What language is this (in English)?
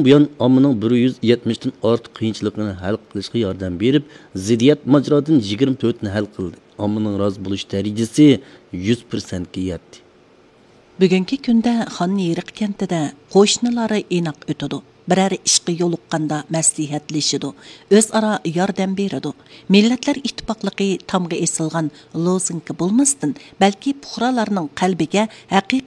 Uyghur